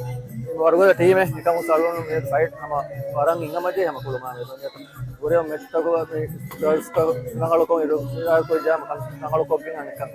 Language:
Divehi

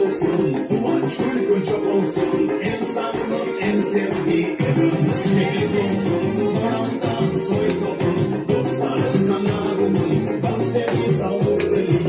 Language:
Crimean Tatar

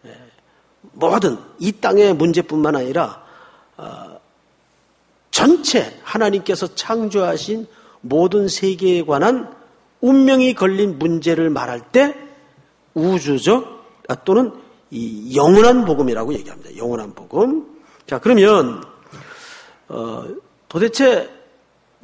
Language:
Korean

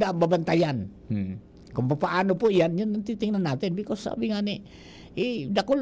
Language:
Bikol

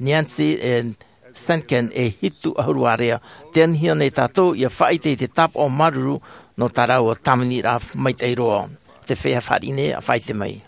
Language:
Tahitian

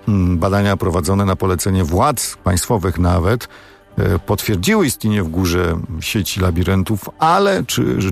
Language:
Polish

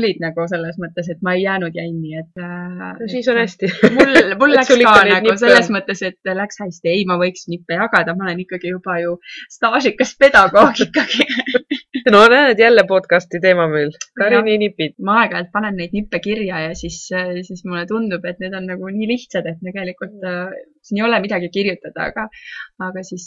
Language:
Estonian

